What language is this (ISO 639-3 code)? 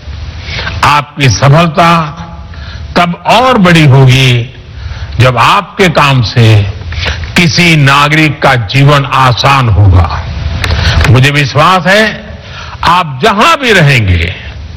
hin